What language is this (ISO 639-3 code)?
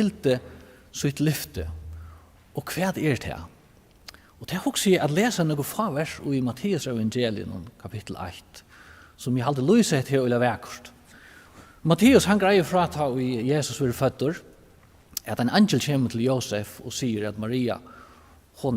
fao